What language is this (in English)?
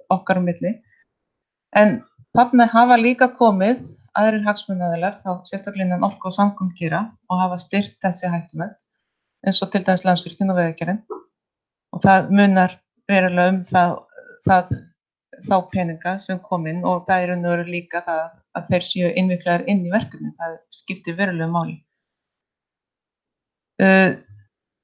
Icelandic